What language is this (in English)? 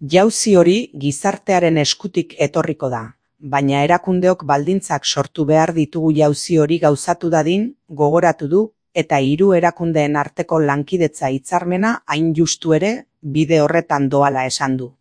Basque